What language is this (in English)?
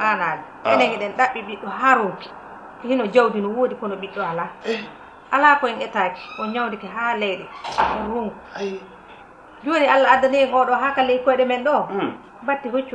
Fula